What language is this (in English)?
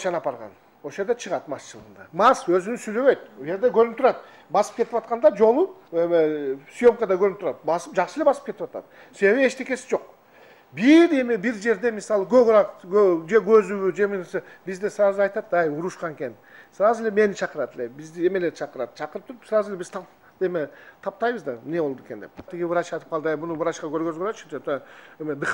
Kyrgyz